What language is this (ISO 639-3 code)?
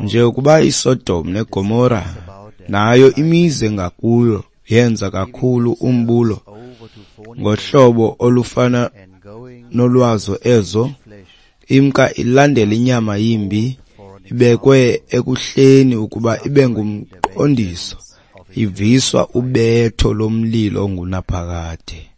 xho